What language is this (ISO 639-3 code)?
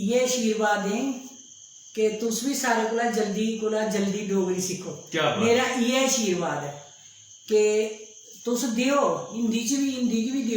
doi